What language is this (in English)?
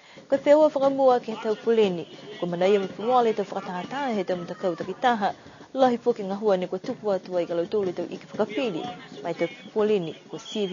Niuean